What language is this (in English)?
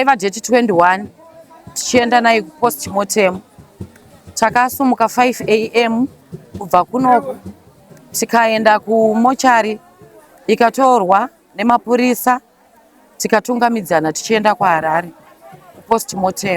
Shona